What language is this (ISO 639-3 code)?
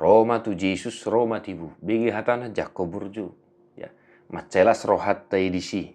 bbc